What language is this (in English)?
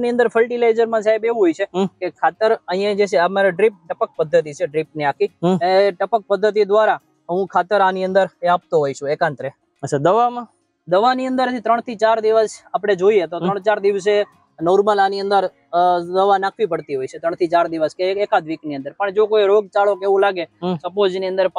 Gujarati